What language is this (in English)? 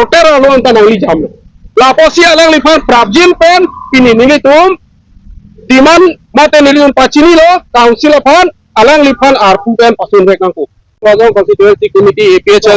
Karbi